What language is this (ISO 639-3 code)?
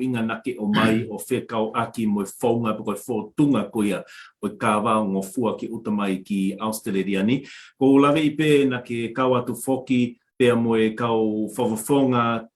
ton